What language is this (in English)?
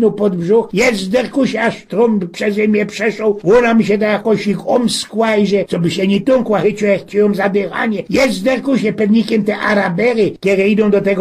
Silesian